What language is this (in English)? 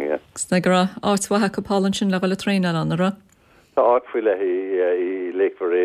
Irish